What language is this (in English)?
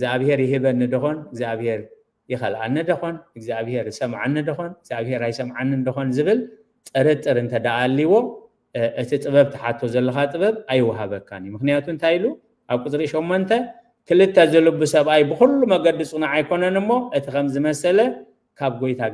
Tigrinya